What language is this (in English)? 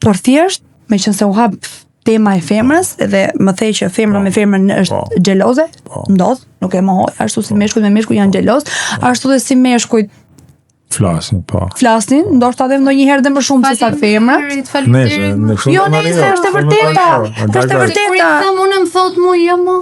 Albanian